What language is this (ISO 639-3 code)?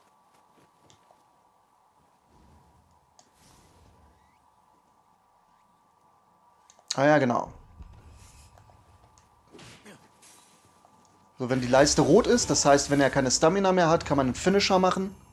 deu